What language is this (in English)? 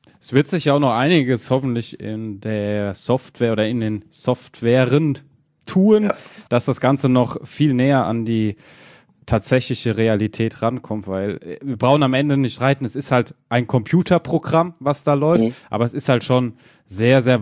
German